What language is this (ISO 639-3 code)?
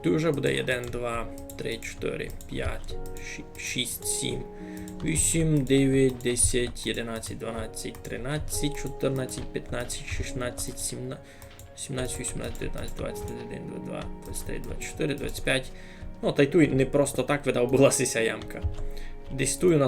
rue